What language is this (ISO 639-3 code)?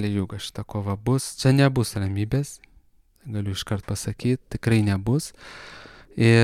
lit